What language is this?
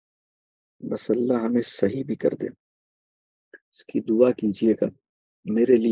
Urdu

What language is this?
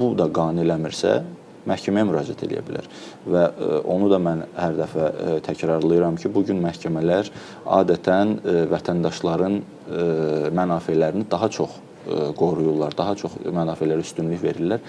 Azerbaijani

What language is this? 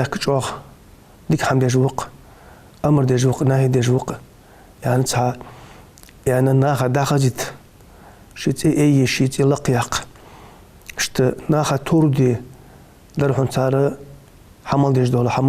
Ingush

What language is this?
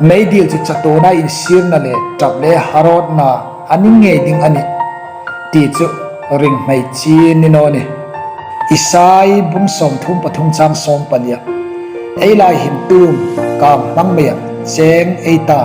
Hmar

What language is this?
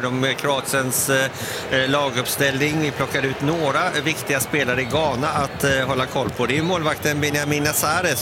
Swedish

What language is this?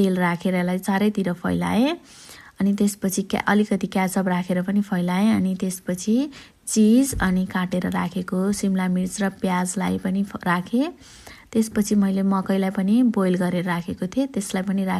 Nepali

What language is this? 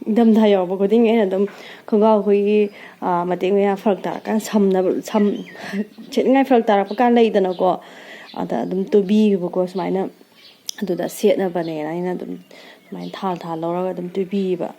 Manipuri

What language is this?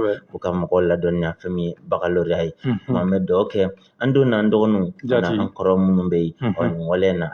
Bambara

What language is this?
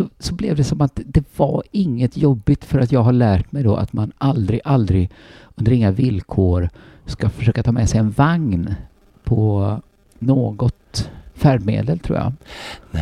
Swedish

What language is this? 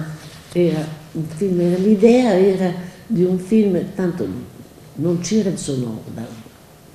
Italian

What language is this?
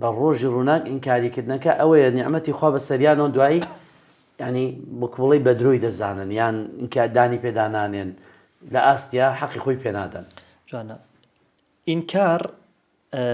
Central Kurdish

